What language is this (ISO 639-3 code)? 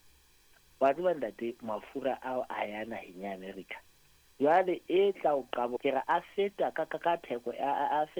sot